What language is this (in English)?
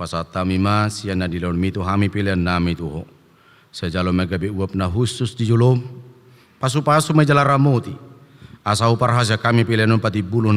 Batak Toba